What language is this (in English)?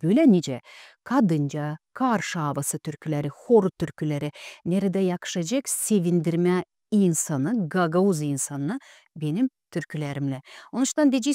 Gagauz